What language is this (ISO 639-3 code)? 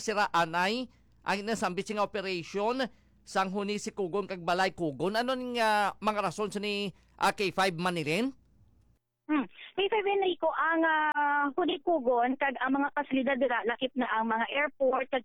hil